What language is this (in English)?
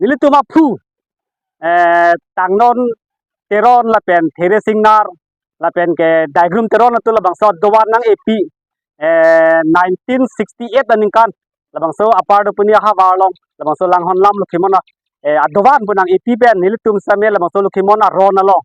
Karbi